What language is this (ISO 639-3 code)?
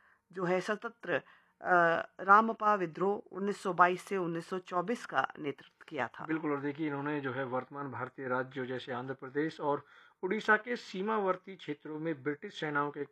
hin